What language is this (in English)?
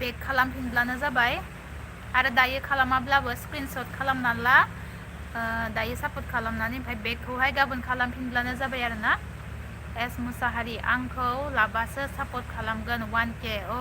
Bodo